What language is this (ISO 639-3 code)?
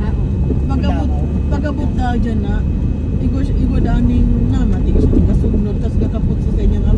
bik